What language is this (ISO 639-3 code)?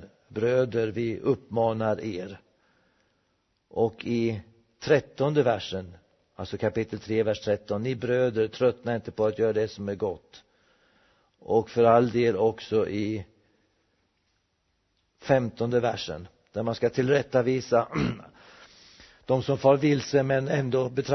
swe